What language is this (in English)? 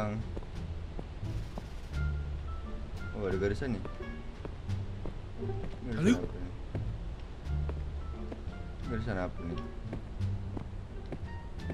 Malay